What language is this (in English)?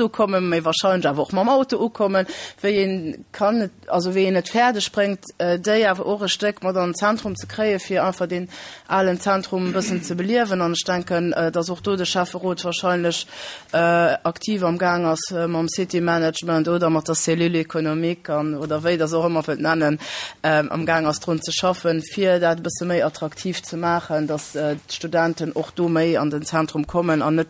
Luxembourgish